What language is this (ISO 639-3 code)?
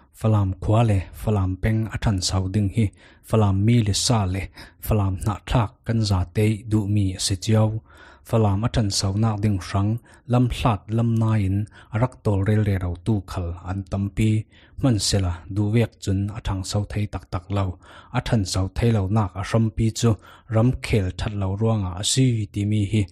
cfm